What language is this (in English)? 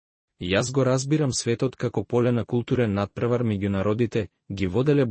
Macedonian